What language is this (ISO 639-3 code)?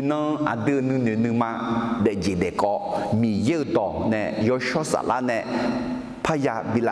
ahk